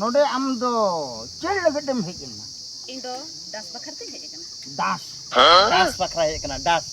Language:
Santali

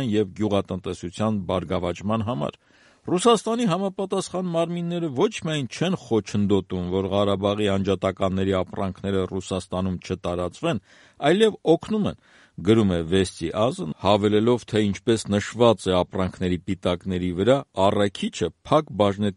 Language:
Armenian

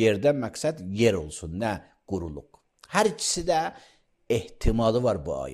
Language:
Azerbaijani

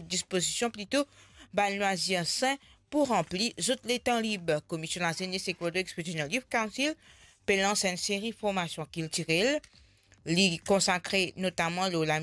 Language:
Morisyen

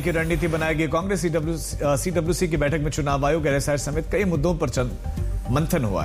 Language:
Hindi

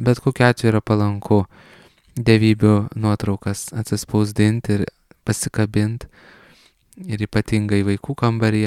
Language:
Lithuanian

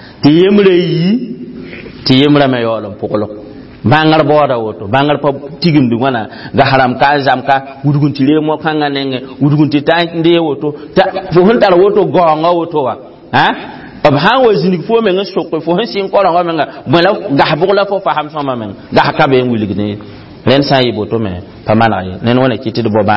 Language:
Mossi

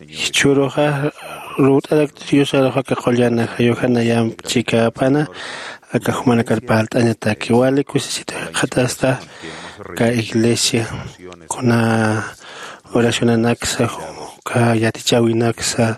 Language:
Aymara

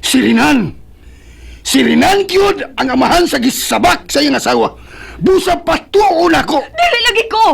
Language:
Cebuano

